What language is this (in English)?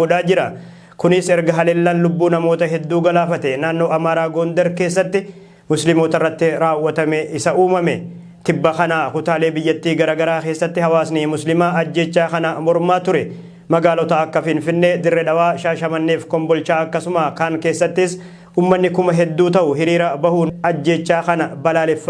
Oromo